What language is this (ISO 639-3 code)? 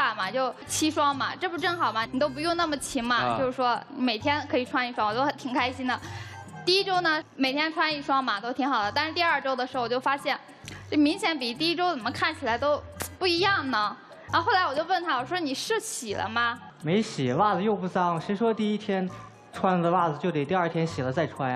zho